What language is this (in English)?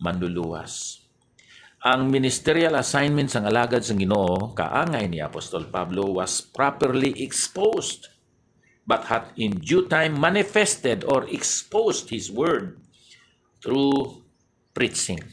Hiligaynon